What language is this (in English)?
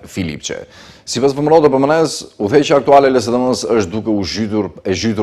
Albanian